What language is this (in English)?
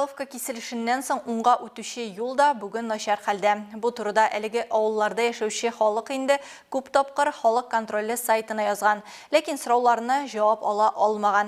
Tatar